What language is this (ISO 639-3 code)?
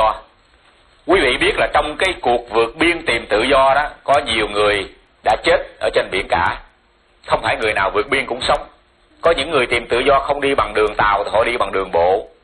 vie